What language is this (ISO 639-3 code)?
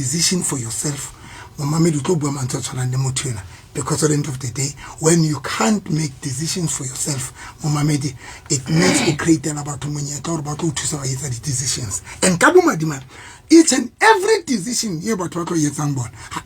sot